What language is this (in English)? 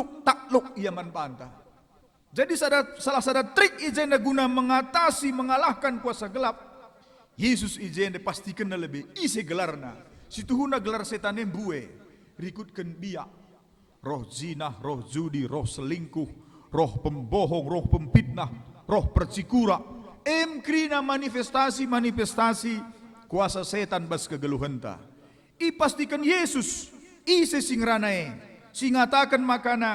Batak Karo